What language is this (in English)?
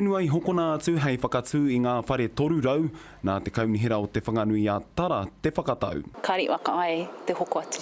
Māori